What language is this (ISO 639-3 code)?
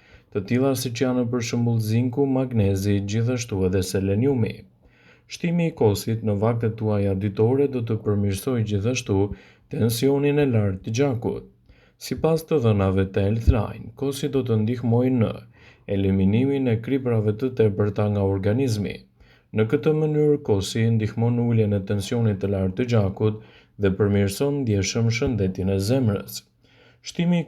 sqi